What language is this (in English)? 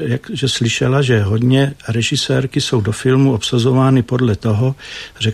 Czech